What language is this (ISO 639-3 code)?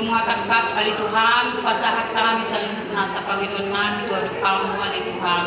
bbc